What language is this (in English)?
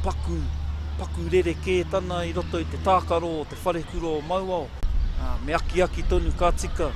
Māori